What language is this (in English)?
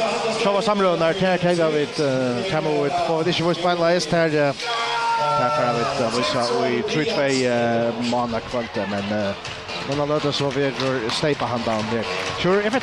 Faroese